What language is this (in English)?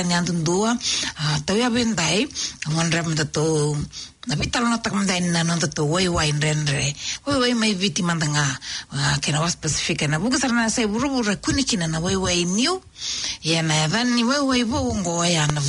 Fijian